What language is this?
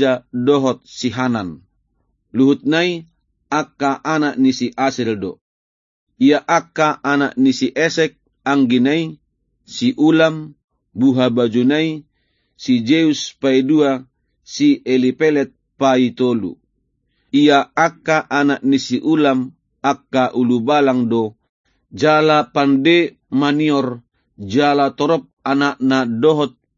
Batak Toba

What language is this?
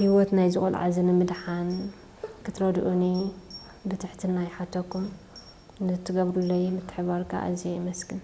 Tigrinya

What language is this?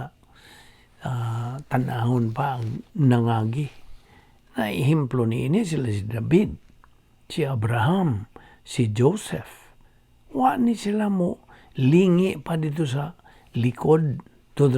Cebuano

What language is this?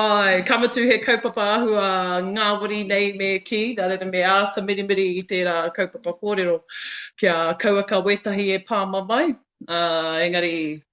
Māori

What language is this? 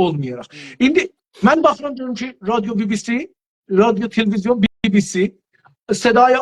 South Azerbaijani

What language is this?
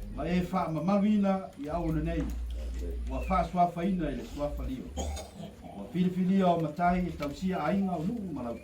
Samoan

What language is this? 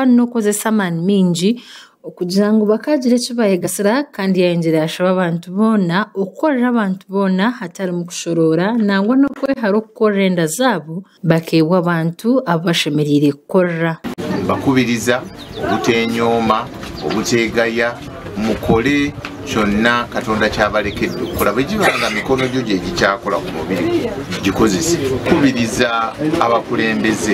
Nyankole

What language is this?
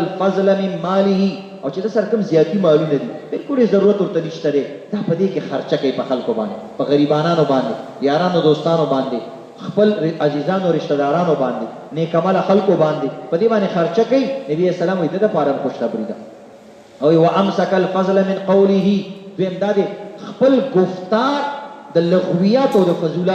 Pashto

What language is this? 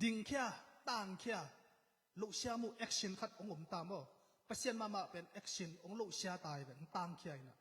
Tedim Chin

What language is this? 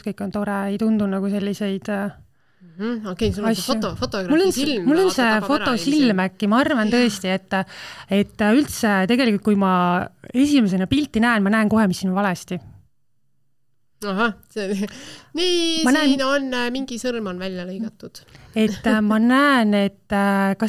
Estonian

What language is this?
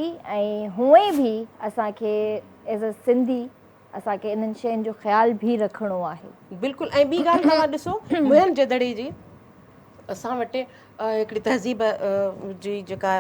Sindhi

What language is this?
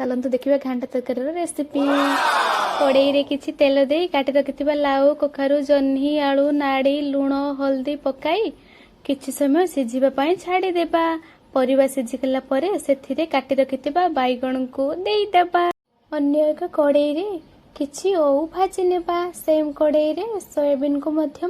Odia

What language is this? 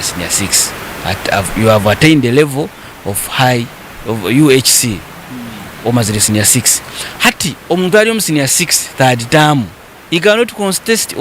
Nyankole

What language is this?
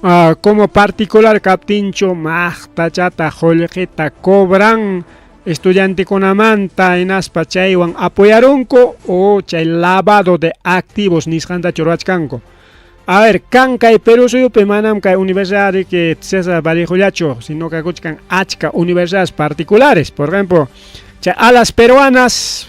Ayacucho Quechua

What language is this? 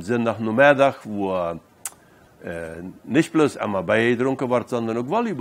Plautdietsch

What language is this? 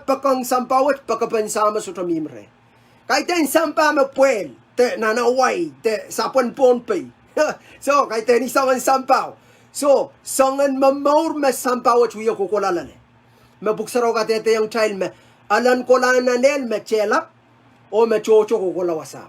Pohnpeian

